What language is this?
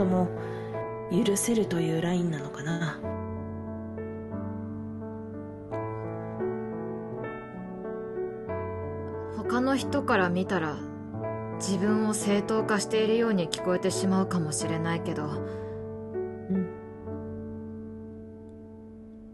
Japanese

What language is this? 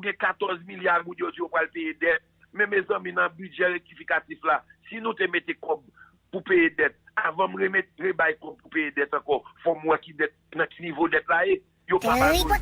Haitian Creole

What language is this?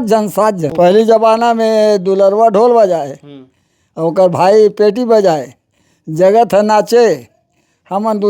Chhattisgarhi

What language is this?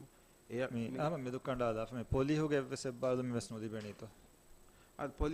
Divehi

